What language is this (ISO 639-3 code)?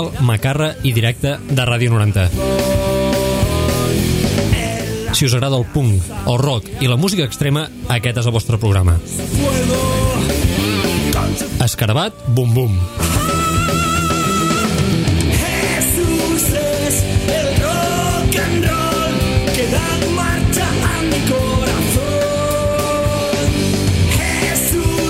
cat